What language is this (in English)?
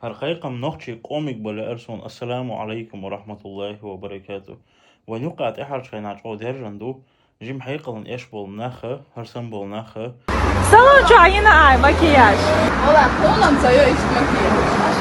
Chechen